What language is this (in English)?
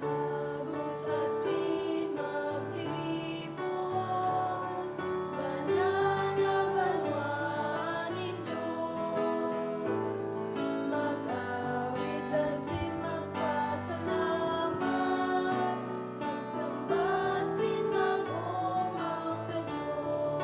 Bikol